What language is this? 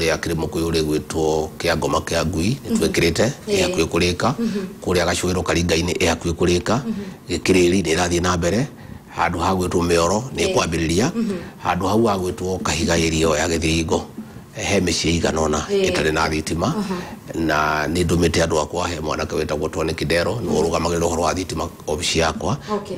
Kikuyu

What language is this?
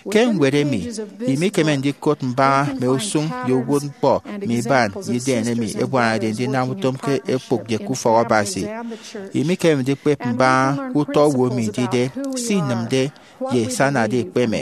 Efik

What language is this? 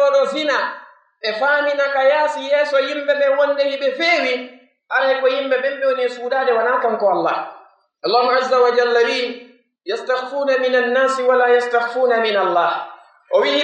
Pular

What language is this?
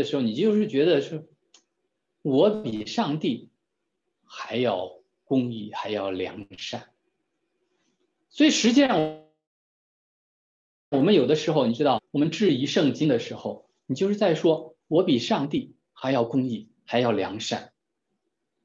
Chinese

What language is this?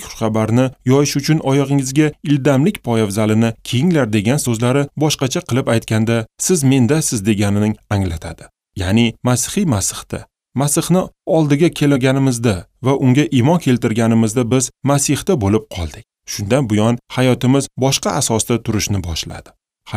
Uzbek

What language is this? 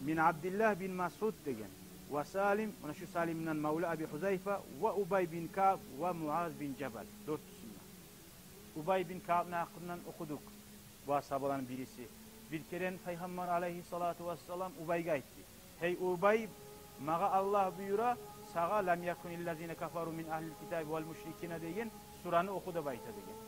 Kumyk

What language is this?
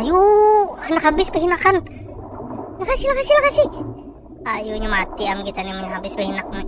Banjar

